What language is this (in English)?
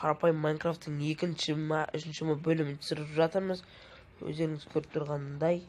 Kazakh